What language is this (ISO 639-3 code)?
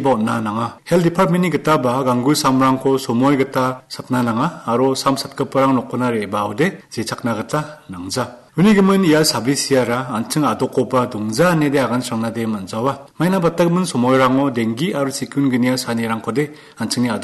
grt